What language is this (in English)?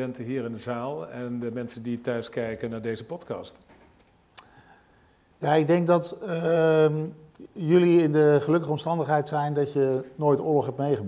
Dutch